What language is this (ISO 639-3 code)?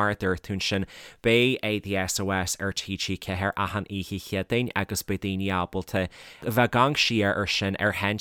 gle